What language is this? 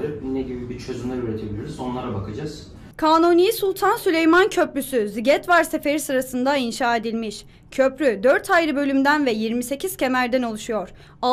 Turkish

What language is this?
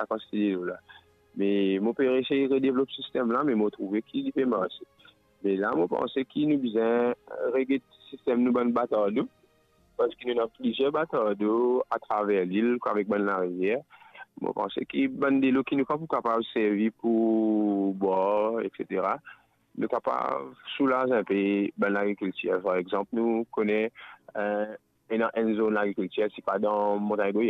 Morisyen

